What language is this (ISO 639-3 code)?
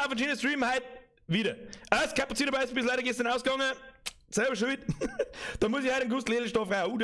bar